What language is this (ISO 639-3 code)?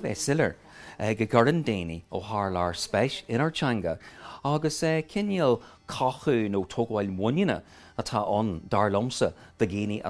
gle